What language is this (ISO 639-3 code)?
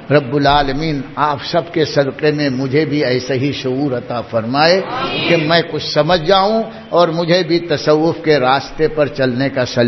urd